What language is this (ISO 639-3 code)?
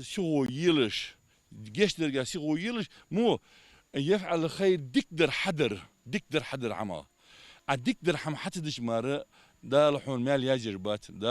inh